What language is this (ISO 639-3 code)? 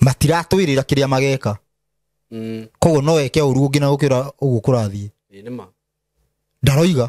kik